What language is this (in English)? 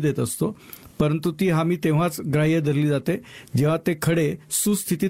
Marathi